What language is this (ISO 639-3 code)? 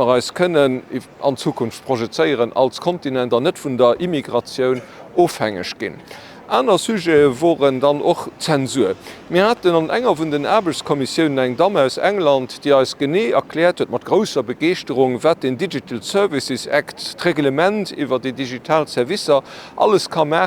ltz